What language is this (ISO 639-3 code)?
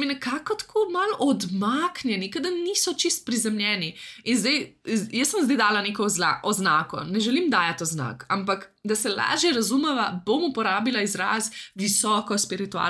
slv